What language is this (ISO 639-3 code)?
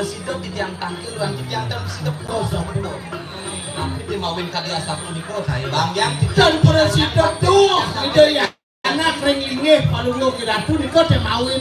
ban